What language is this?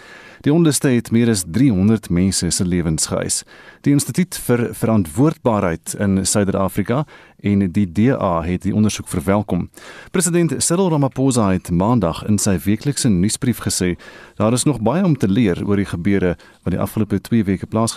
Afrikaans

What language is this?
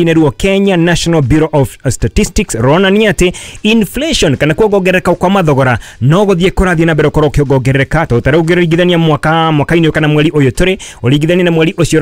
Kikuyu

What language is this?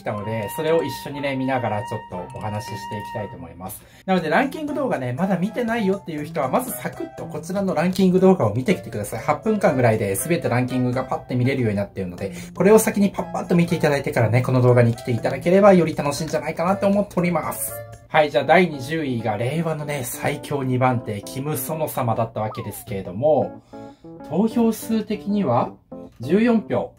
Japanese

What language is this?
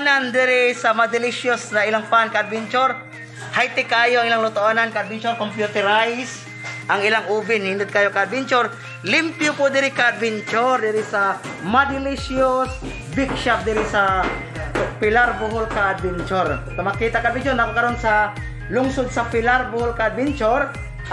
Cebuano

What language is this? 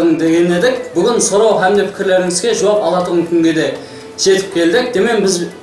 Kara-Kalpak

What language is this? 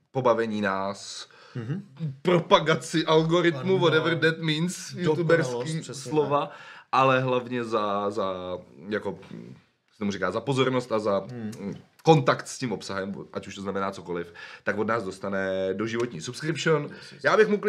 Czech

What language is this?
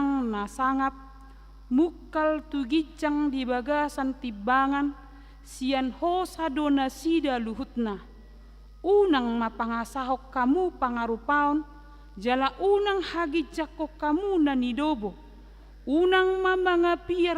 Batak Toba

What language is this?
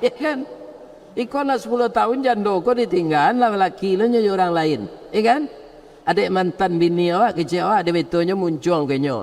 Minangkabau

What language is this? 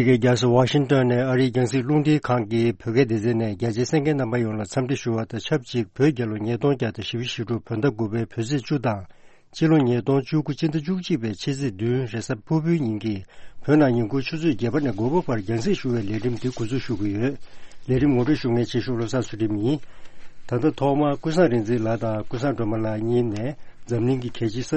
Tibetan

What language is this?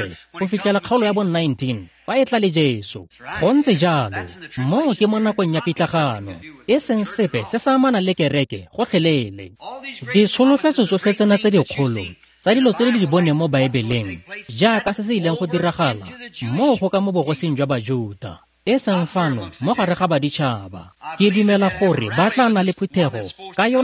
Tswana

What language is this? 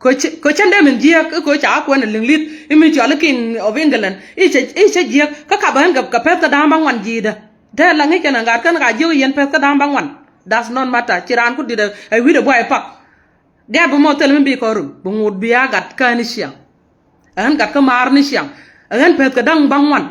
Nuer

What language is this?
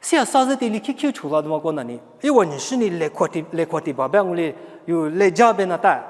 Lisu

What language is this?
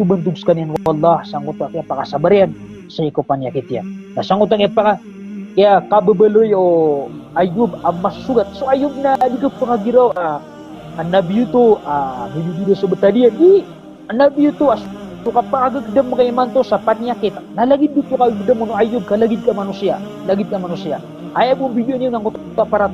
Maranao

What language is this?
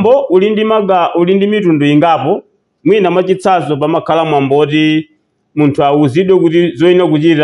Nyanja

